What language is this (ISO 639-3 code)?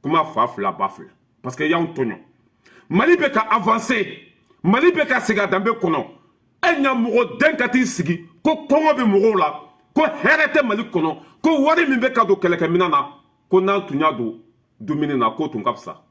bam